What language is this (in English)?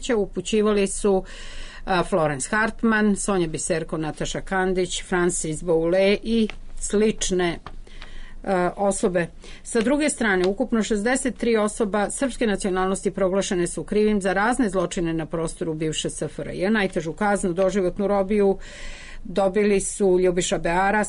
Serbian